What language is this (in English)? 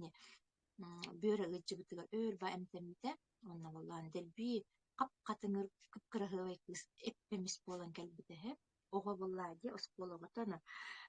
Yakut